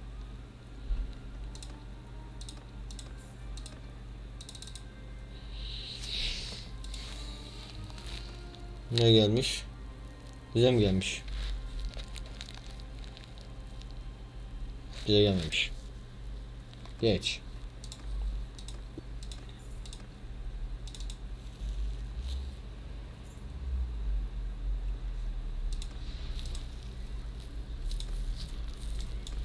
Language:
Turkish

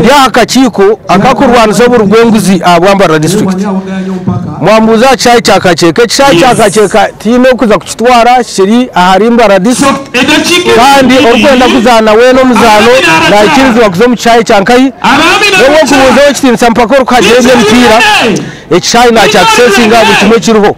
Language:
Nyankole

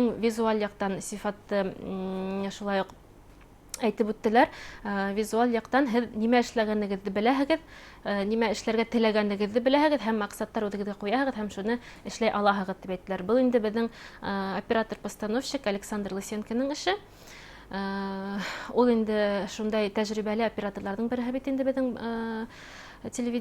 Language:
Bashkir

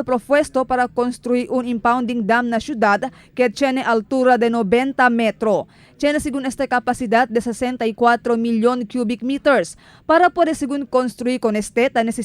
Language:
Chavacano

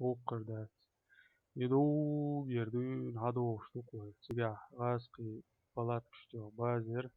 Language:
Chechen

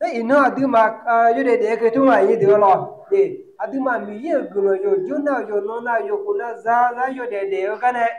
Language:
Akha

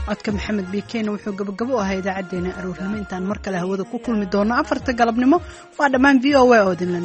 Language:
Somali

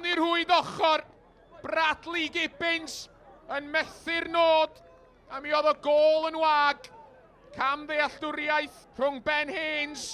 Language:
Welsh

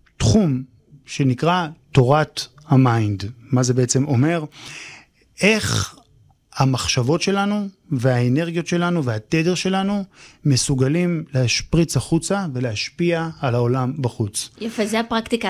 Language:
Hebrew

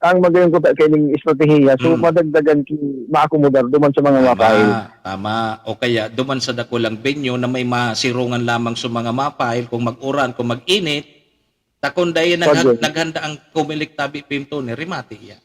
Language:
Bikol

